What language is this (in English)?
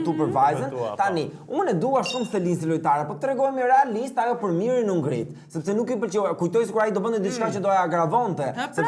Albanian